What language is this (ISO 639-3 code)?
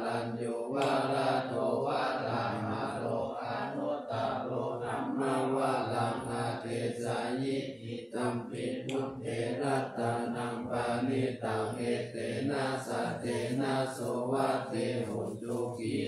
pli